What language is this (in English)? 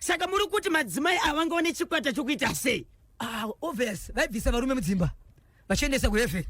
Shona